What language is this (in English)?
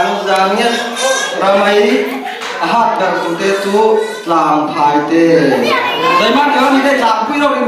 Falam Chin